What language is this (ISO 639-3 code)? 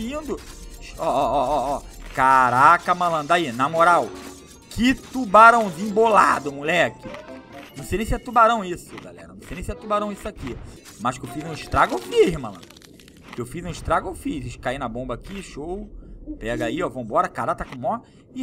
por